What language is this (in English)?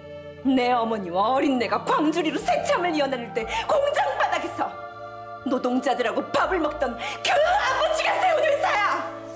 Korean